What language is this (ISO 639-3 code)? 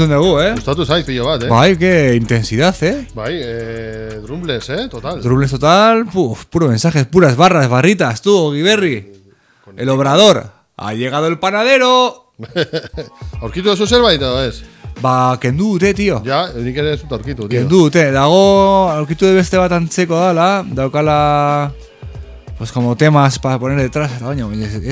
eus